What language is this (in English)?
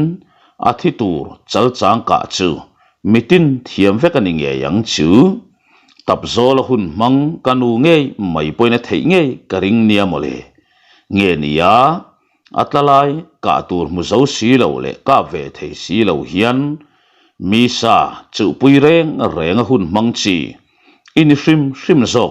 Mizo